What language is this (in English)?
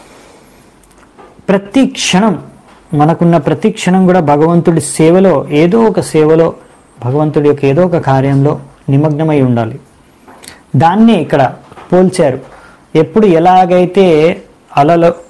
Telugu